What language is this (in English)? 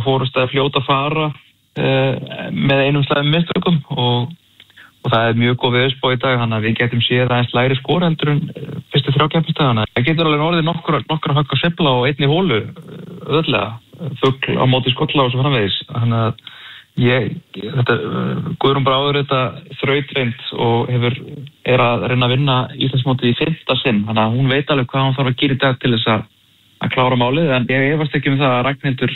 Icelandic